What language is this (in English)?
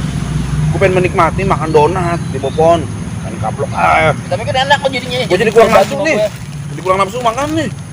Betawi